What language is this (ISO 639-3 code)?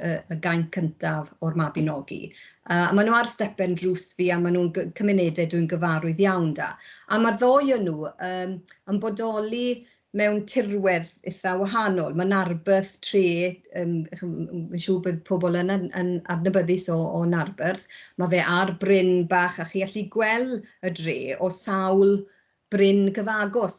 cym